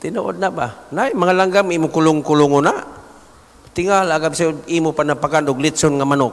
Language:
Cebuano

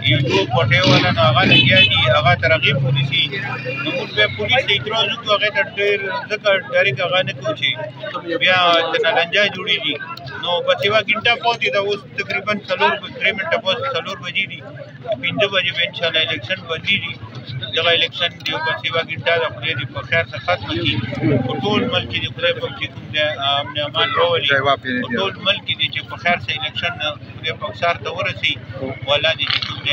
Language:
Pashto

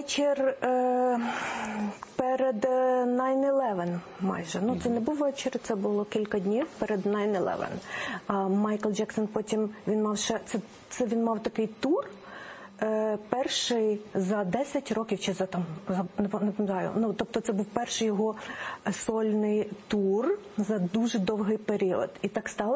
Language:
Ukrainian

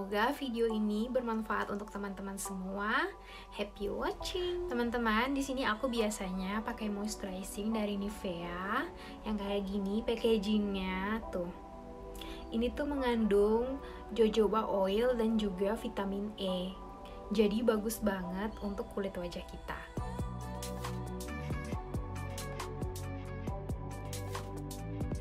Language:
Indonesian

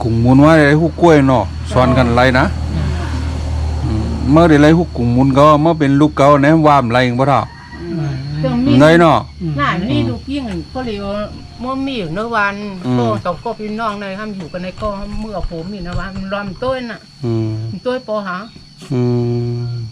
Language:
Shan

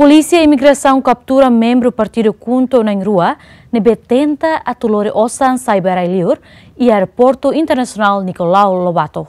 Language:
Tetum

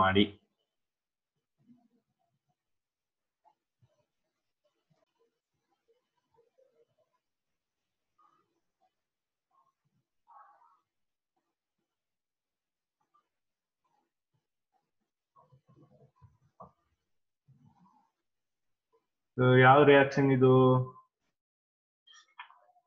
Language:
Kannada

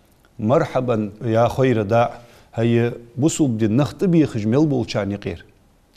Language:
Ingush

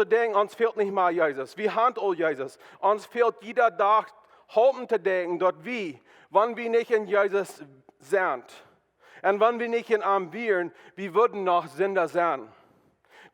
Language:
Plautdietsch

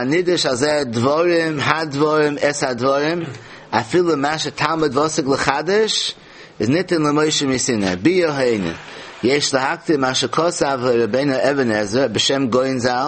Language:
Yiddish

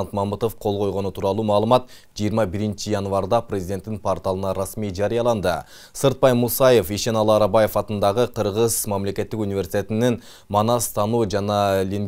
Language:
Kyrgyz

